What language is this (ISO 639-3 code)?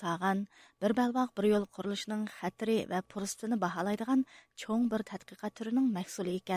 uig